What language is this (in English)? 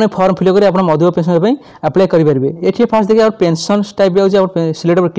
Odia